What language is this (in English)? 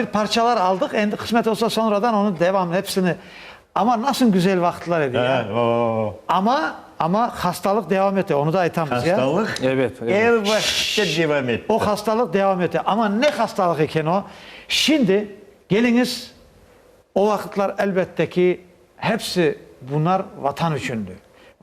Crimean Tatar